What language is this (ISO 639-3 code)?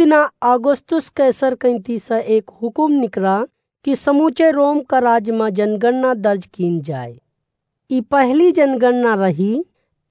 awa